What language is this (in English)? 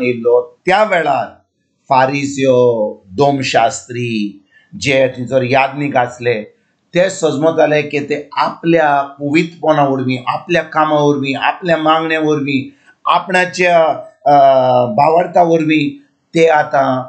Konkani